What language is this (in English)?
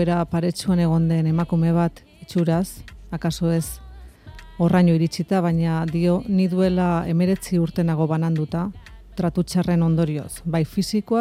Basque